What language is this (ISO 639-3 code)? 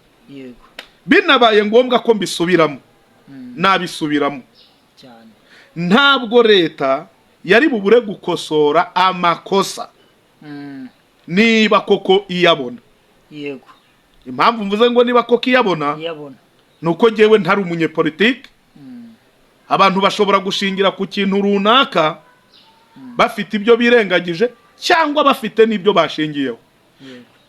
kin